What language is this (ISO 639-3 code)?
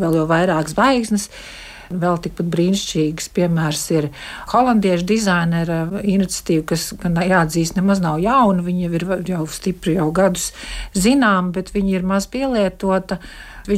lav